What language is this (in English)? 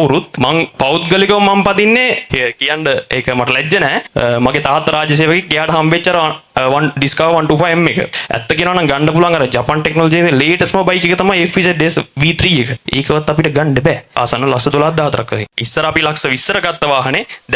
Sinhala